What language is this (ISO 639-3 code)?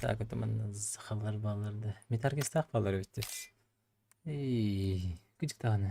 sah